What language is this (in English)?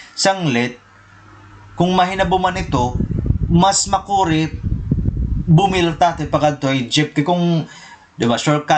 Waray